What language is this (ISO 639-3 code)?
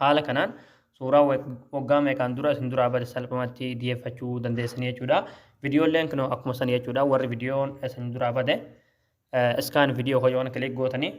orm